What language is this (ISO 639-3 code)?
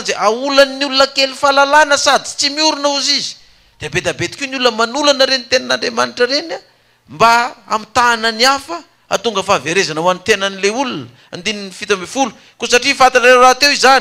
mlg